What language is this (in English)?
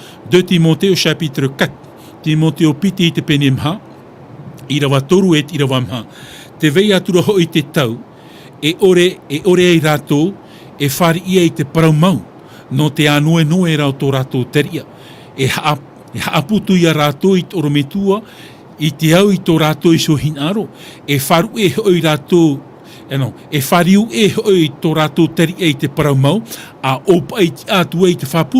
Tahitian